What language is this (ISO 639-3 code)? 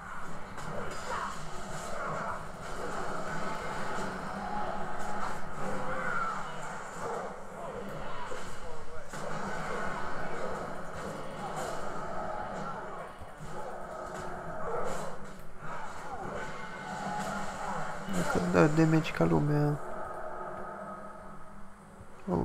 ron